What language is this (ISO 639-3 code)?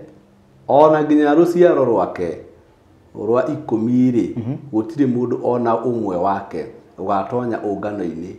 kik